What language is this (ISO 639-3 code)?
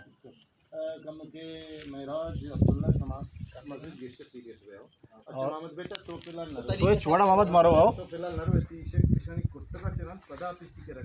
bal